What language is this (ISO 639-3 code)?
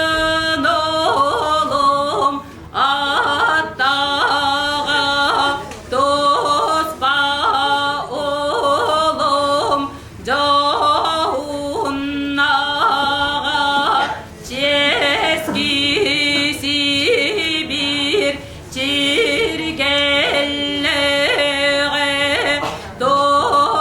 sah